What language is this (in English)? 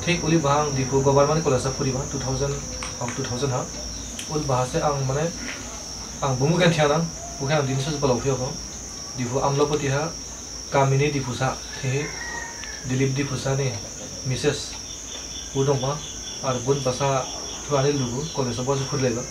Dimasa